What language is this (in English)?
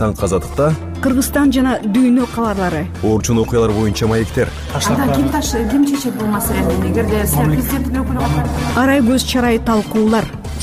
Kyrgyz